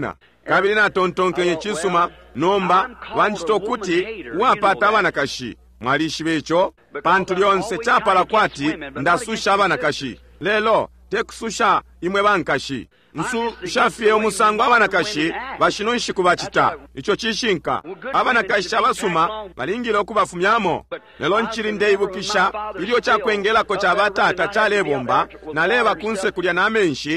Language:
Bemba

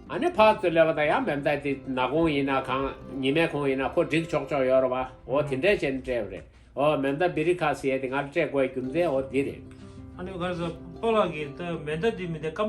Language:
Tibetan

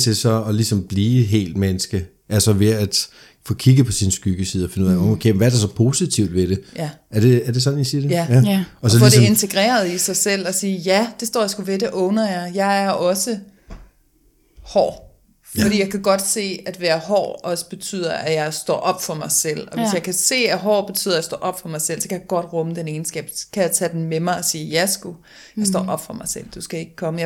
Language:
Danish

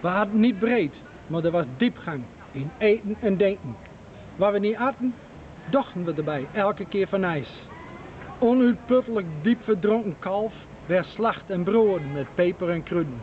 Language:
Gronings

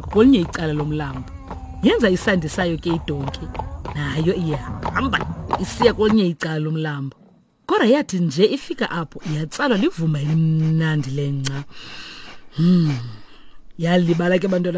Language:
Xhosa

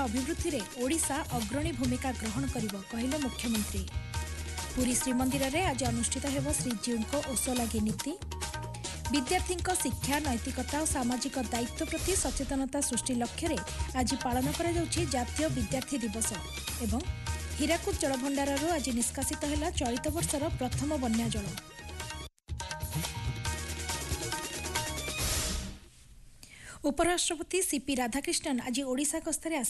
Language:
Odia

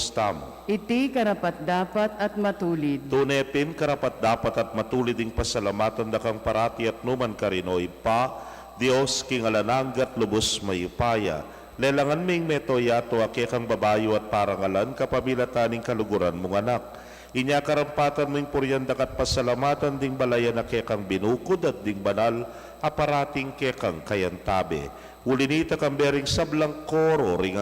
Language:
Pampanga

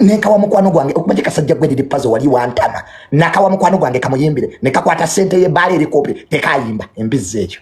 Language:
Ganda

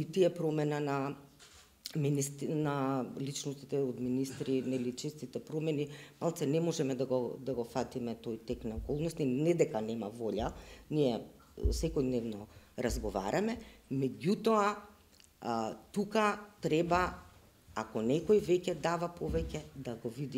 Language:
Macedonian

